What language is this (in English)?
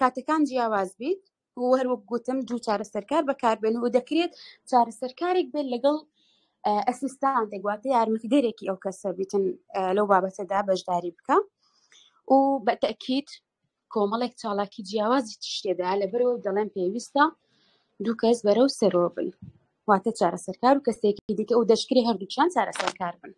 Central Kurdish